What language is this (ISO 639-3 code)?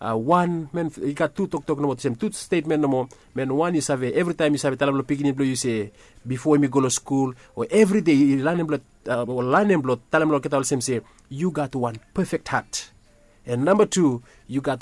bis